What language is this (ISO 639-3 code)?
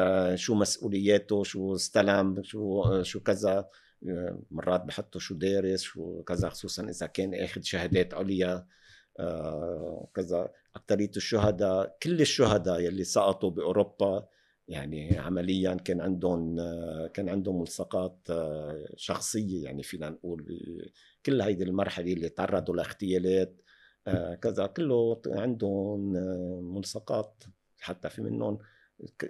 apc